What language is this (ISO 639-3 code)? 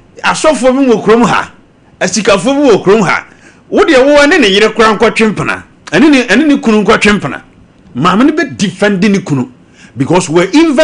aka